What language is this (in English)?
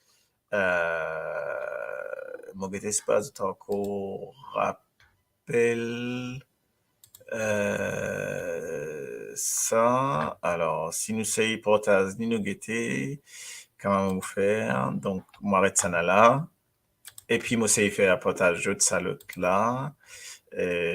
Morisyen